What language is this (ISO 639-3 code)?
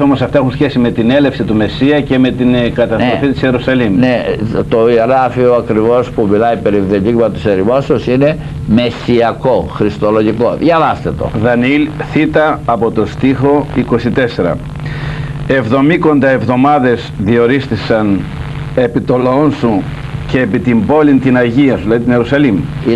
ell